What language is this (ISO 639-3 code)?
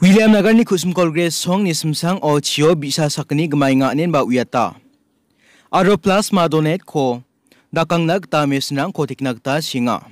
grt